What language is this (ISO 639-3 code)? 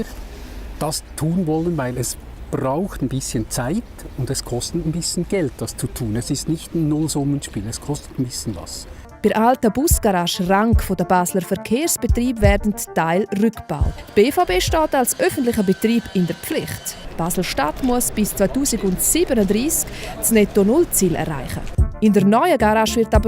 gsw